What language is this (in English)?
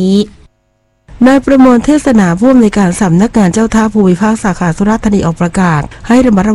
Thai